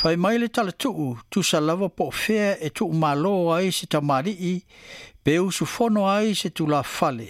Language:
Samoan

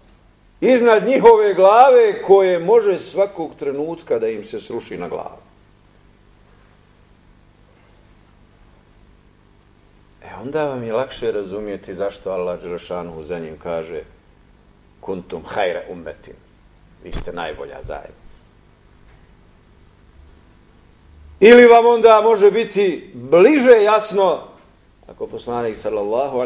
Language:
Bosnian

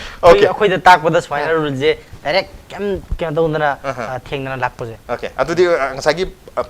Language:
Manipuri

